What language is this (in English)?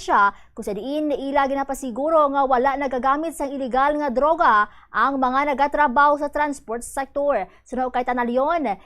Hiligaynon